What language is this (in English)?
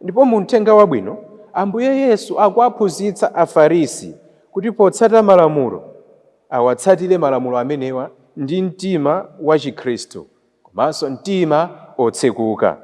Nyanja